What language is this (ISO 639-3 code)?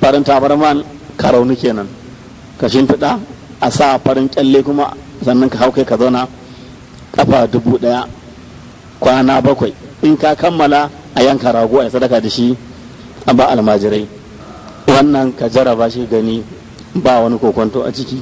hau